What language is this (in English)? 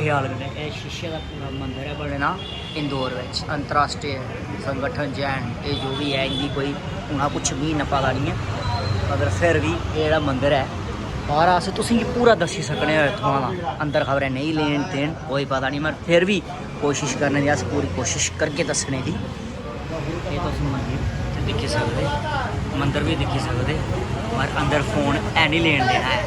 Dogri